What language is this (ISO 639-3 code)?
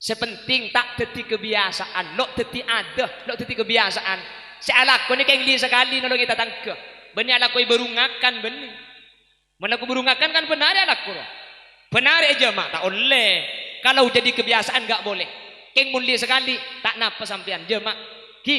mad